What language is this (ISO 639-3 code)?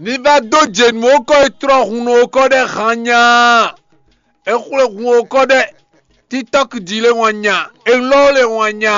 fon